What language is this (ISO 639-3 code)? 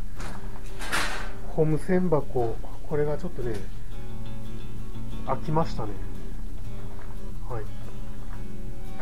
jpn